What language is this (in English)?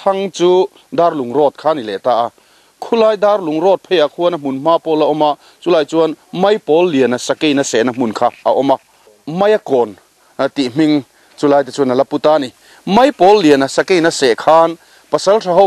Mizo